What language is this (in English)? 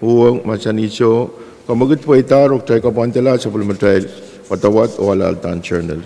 Pohnpeian